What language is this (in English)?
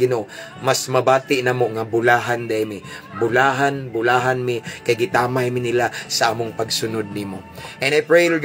Cebuano